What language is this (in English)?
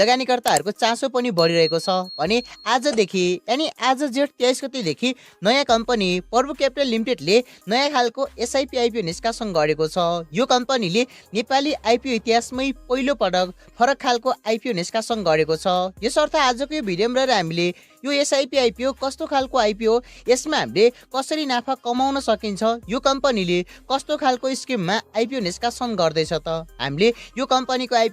Nepali